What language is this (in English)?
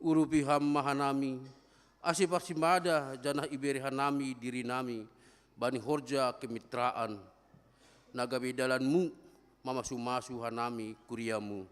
Batak Simalungun